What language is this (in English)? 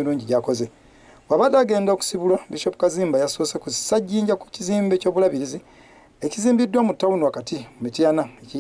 Ganda